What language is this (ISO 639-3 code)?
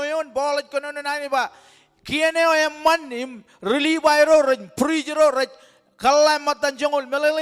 mah